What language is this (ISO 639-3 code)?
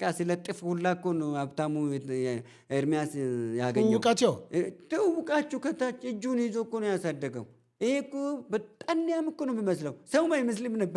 amh